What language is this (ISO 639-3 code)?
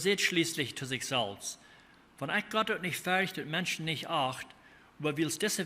pdt